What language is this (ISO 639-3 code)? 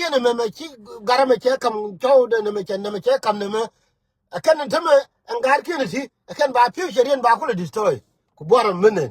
nus